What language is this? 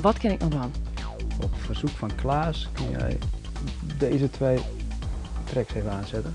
Western Frisian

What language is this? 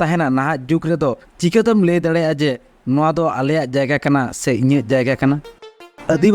Santali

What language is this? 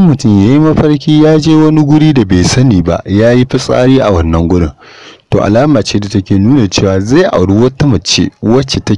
Hausa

